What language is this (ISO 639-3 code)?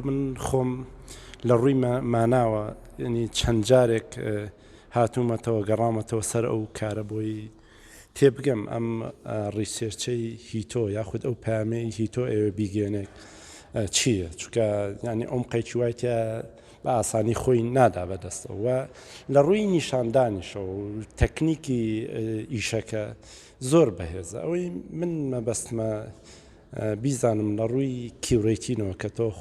ckb